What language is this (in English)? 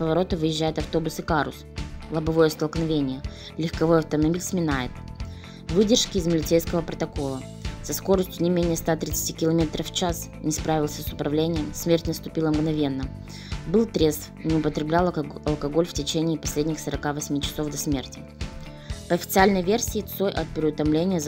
Russian